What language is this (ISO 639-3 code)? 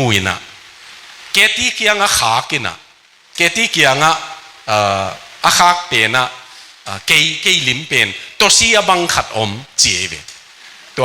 ctd